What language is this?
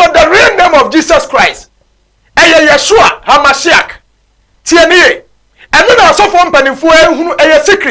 Akan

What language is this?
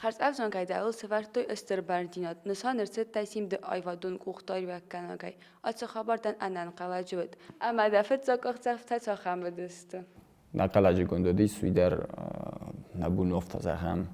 Ossetic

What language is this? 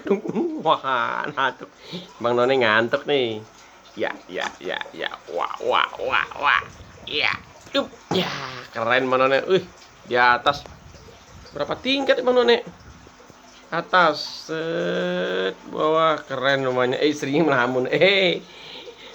Betawi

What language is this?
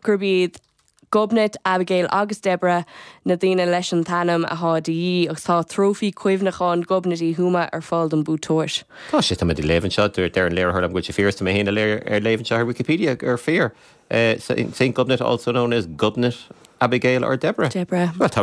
Irish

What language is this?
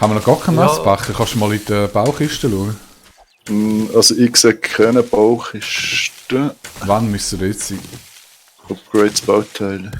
Swiss German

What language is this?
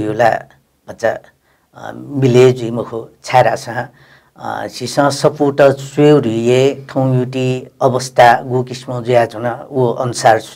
Newari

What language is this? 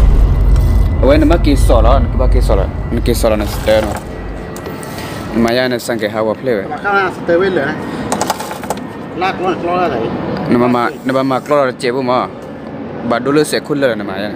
Thai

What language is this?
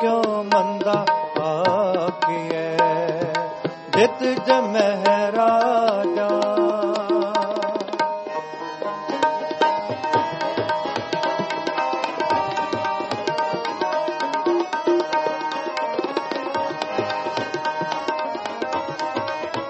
Punjabi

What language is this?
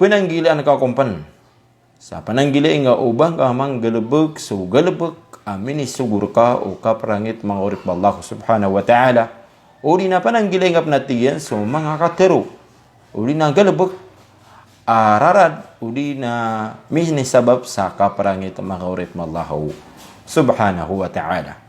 Maranao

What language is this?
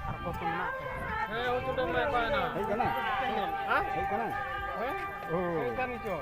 Santali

